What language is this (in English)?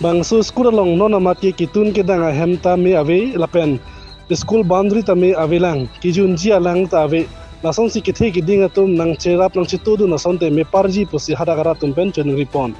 Karbi